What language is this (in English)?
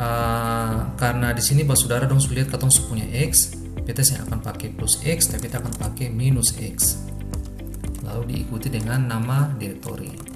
Ambonese Malay